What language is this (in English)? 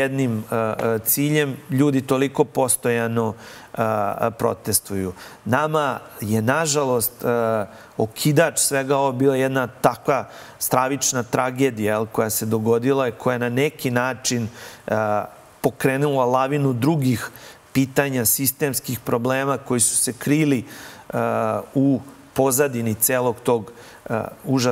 Serbian